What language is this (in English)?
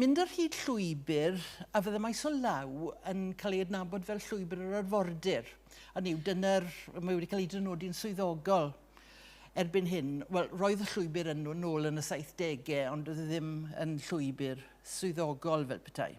Welsh